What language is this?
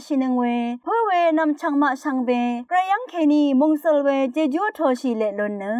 Rawang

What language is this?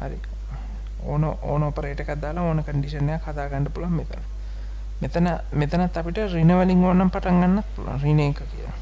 Sinhala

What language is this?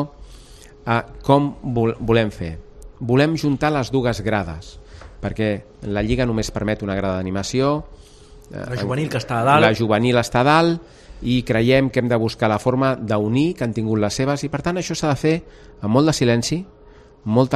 Catalan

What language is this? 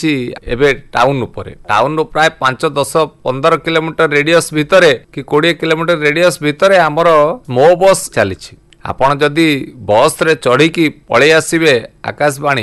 Odia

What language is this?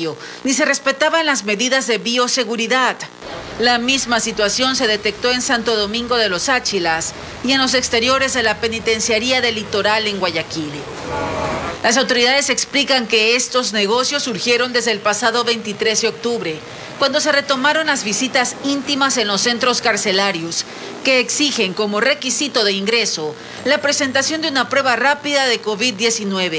Spanish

